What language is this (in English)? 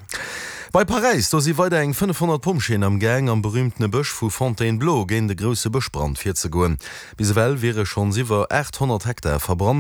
Luxembourgish